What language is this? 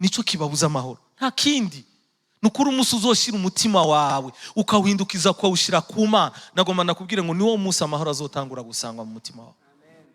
Rundi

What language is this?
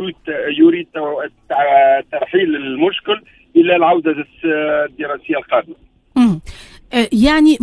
Tunisian Arabic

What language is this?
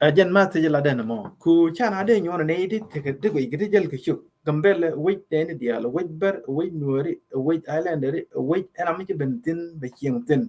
Nuer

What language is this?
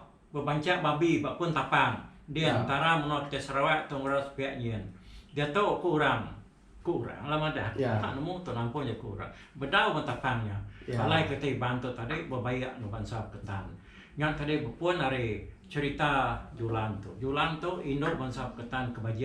Iban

